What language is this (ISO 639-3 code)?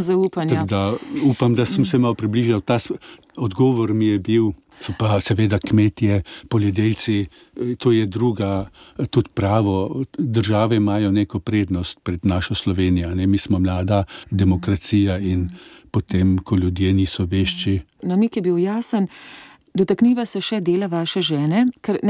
slv